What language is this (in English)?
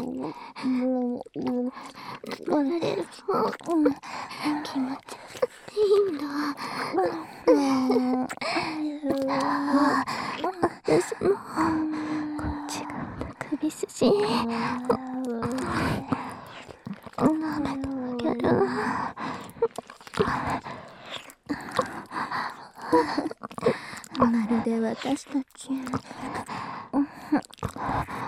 Japanese